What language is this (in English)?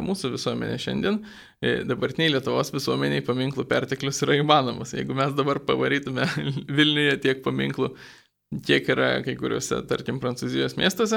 Lithuanian